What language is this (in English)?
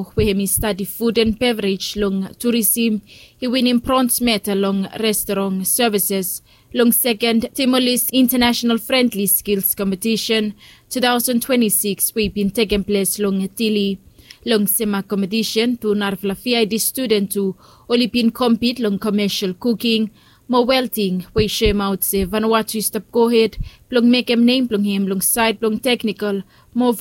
Bislama